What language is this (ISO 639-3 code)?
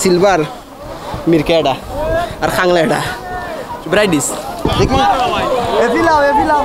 syl